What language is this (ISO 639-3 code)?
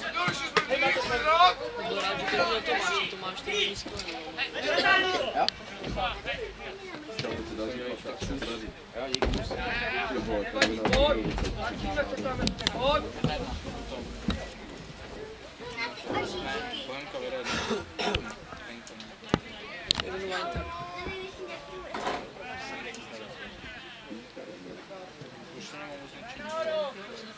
ces